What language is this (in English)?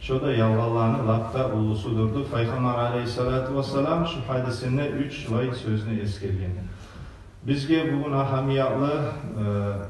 Kumyk